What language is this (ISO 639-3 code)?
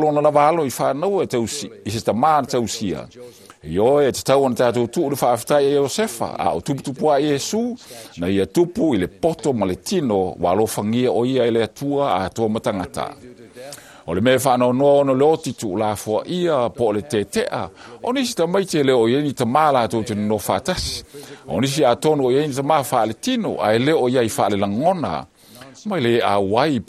smo